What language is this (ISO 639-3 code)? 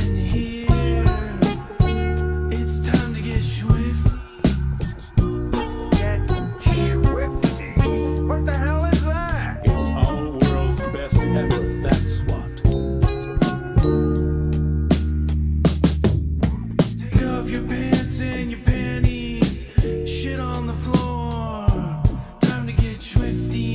eng